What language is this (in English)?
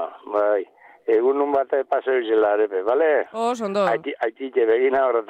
Basque